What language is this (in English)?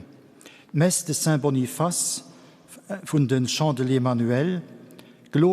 Luxembourgish